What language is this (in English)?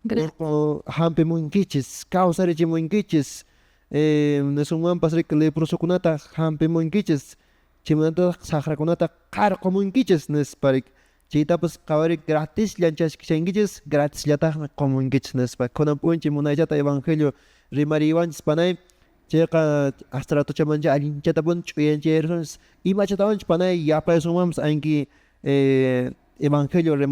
Quechua